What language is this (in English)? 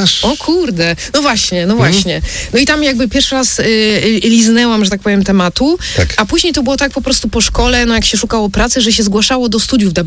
Polish